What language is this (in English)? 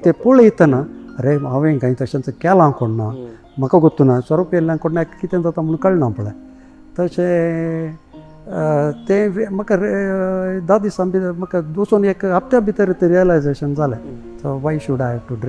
Konkani